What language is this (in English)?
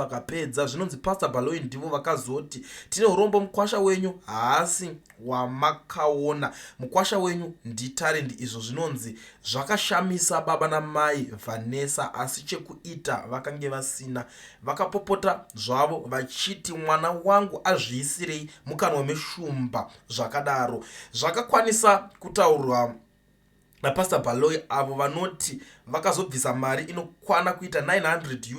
Shona